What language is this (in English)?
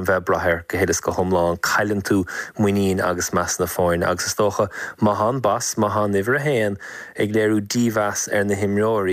Irish